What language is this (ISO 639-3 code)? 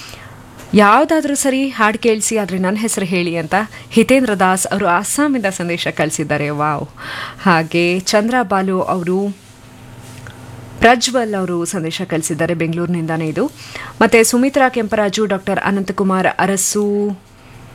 kan